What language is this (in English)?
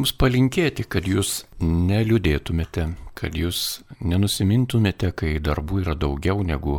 Lithuanian